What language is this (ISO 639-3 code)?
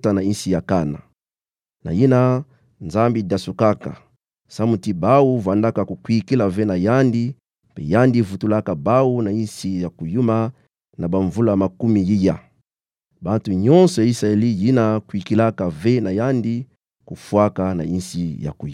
ktu